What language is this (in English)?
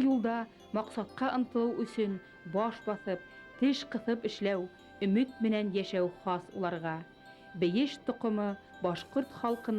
Bashkir